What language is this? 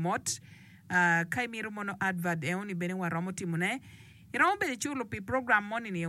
Acoli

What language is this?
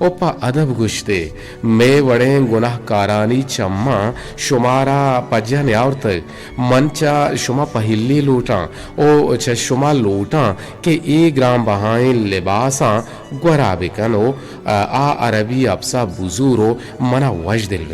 Eastern Balochi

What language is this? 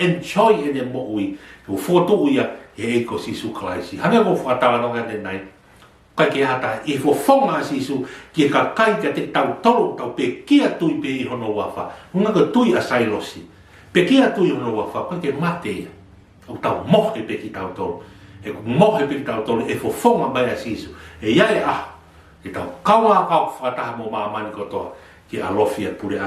Tongan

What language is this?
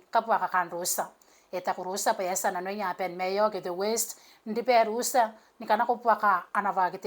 Gilbertese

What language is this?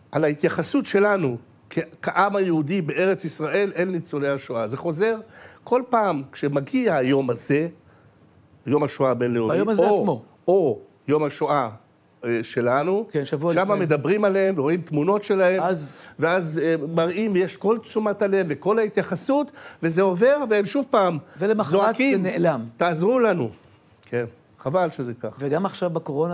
Hebrew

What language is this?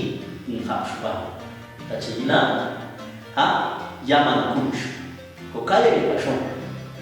Popti'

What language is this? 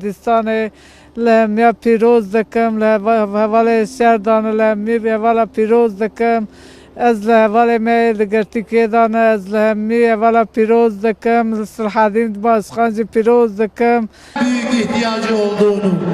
Kurdish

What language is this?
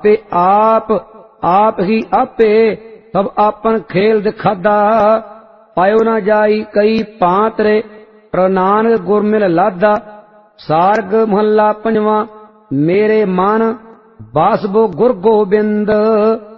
Punjabi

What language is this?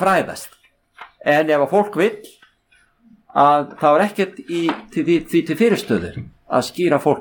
Icelandic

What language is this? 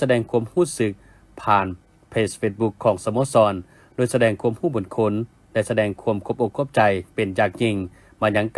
Lao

